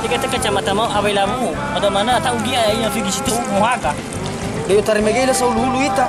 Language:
Nias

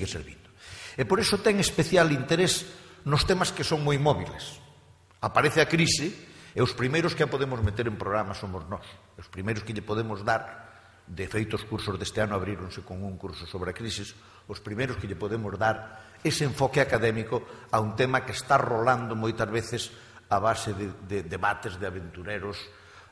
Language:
Galician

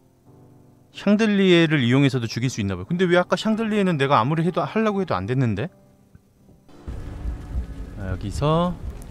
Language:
Korean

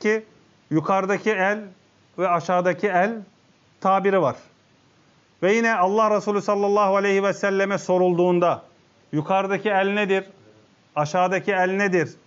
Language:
Turkish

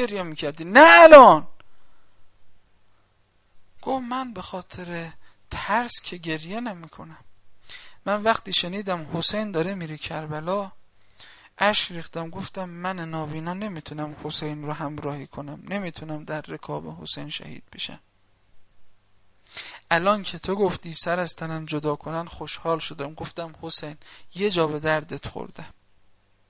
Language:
Persian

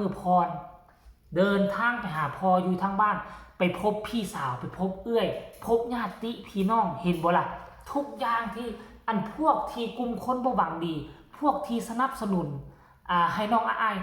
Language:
Lao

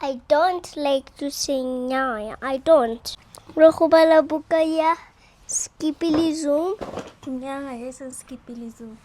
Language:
Tswana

